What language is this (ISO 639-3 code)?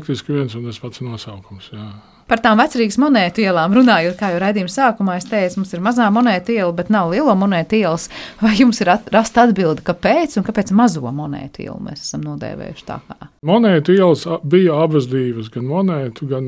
lav